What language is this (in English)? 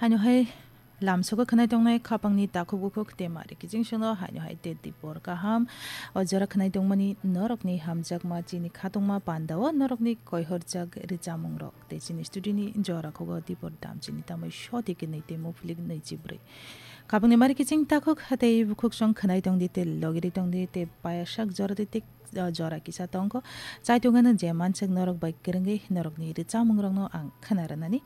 Kok Borok